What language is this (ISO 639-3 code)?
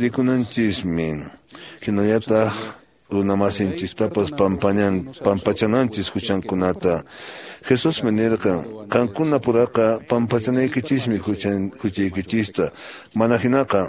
que